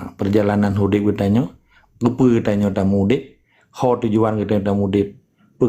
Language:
Achinese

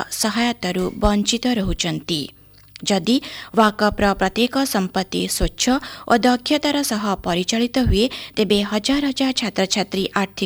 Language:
Odia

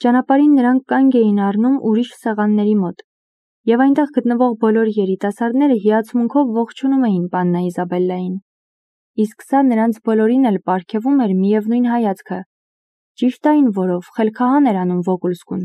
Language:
Armenian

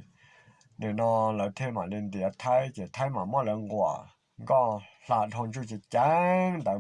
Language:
Hmong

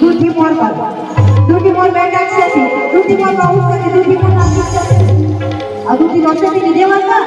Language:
Chhattisgarhi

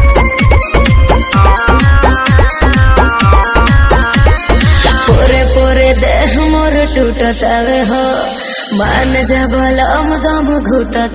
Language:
Bhojpuri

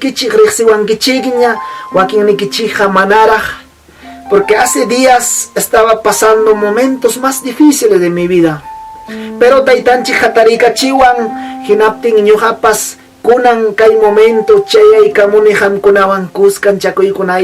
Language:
Ayacucho Quechua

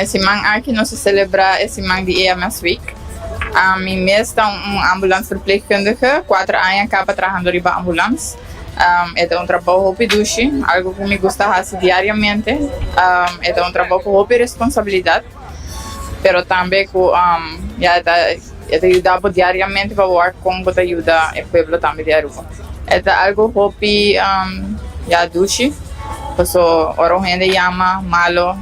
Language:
Papiamento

